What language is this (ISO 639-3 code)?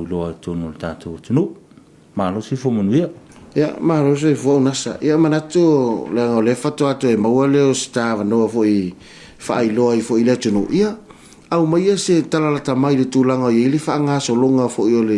smo